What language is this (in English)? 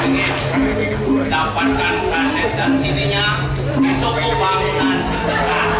Balinese